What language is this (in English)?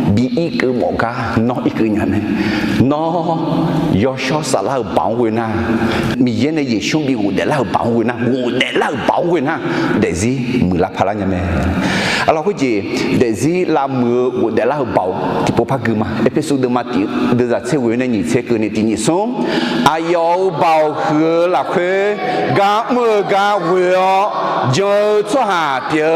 Akha